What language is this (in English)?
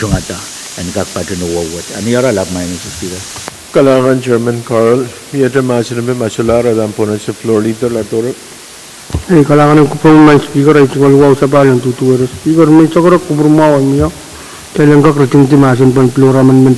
Pohnpeian